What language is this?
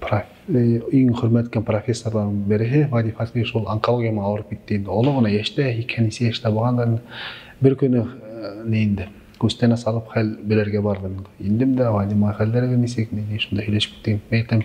Bashkir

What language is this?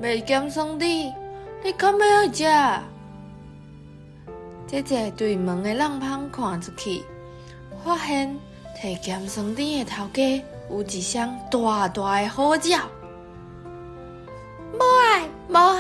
Min Nan Chinese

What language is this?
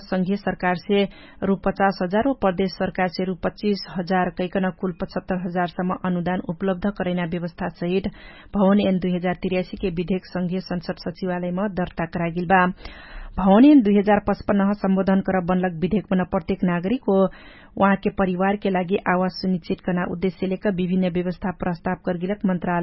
Dangaura Tharu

